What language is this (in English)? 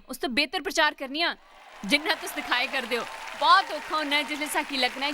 Dogri